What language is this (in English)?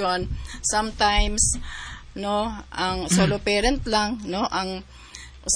Cebuano